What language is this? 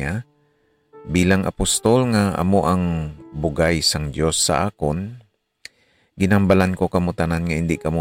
Hiligaynon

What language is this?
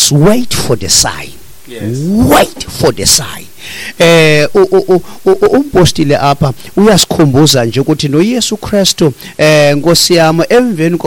Xhosa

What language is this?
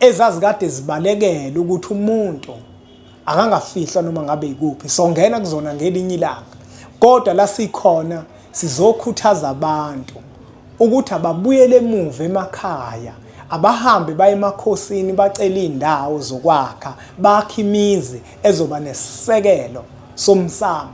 Zulu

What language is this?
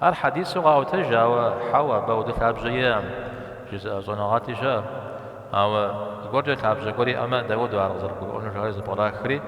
Kabardian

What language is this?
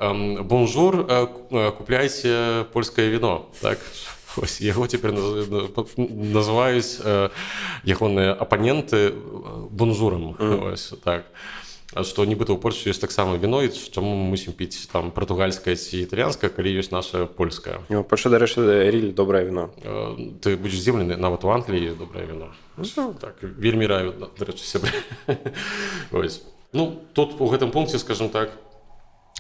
Belarusian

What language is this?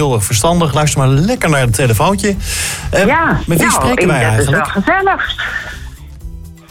Dutch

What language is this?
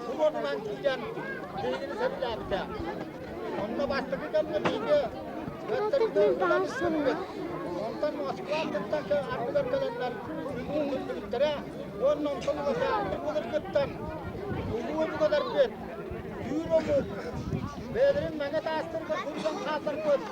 Yakut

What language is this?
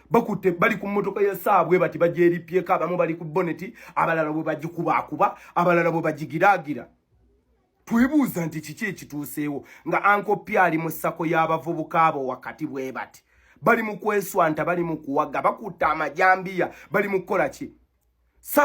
Ganda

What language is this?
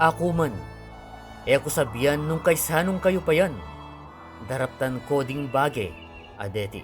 Pampanga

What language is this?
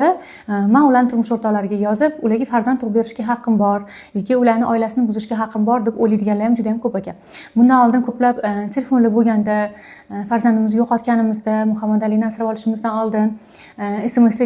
Uzbek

